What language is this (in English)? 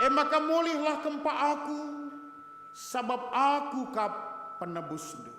Batak Karo